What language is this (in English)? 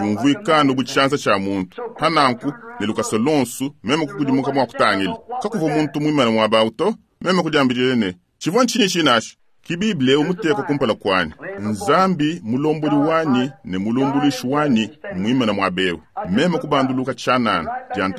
Luba-Lulua